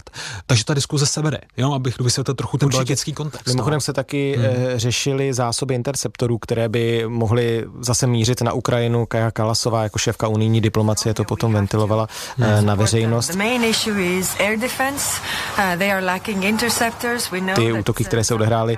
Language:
Czech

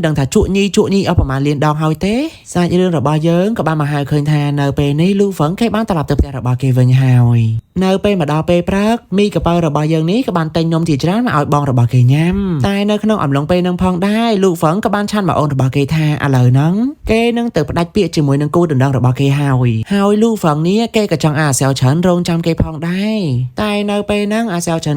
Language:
Khmer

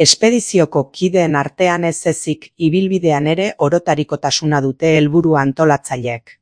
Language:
Basque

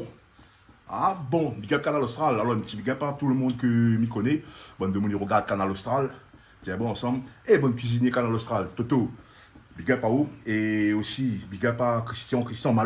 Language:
Réunion Creole French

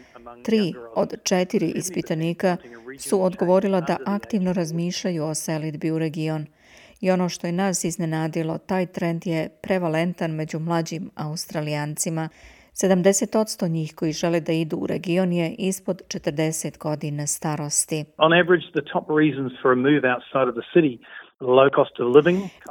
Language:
Croatian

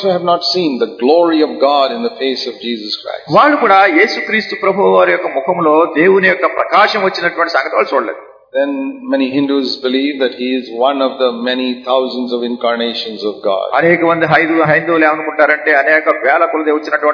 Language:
Telugu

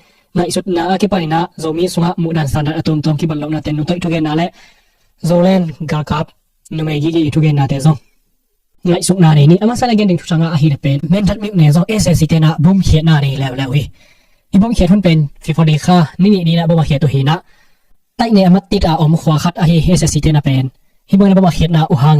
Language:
Tedim Chin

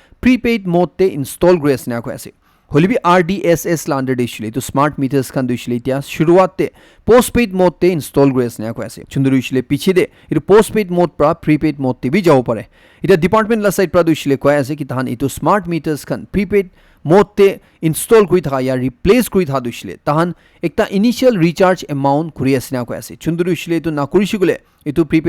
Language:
Naga Pidgin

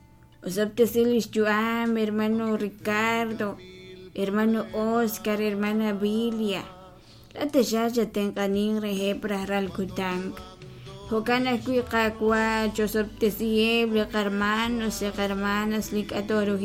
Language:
Kekchí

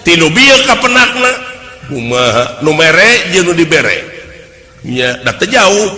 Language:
Sundanese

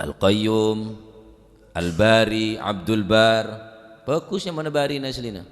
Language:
Madurese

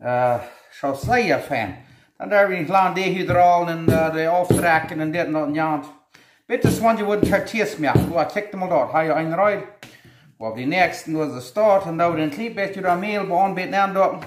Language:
Plautdietsch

